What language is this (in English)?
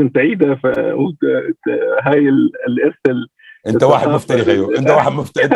North Levantine Arabic